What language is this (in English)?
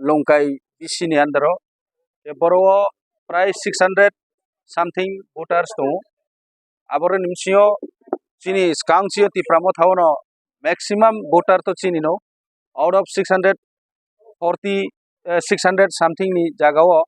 Kok Borok